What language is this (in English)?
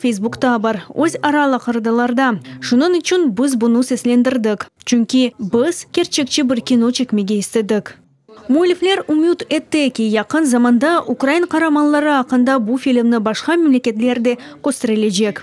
Crimean Tatar